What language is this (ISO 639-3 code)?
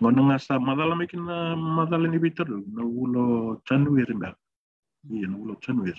fij